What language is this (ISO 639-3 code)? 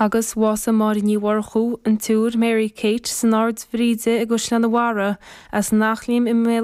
gle